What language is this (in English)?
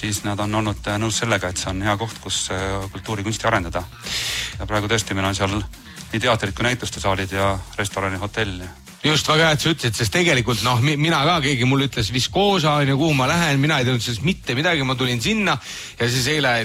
Estonian